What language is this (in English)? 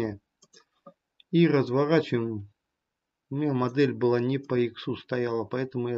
Russian